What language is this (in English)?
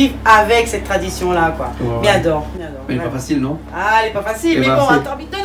Réunion Creole French